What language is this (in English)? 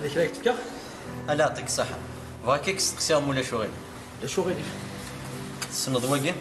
Kabyle